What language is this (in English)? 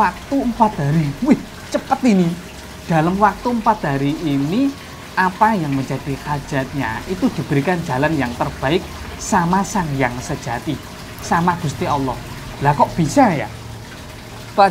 Indonesian